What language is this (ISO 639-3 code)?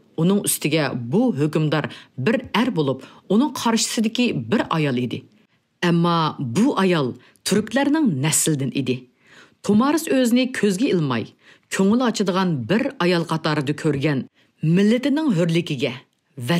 uig